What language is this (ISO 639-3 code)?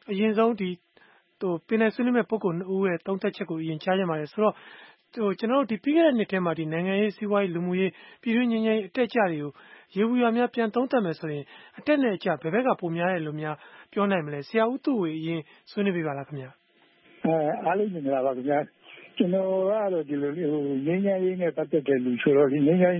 mya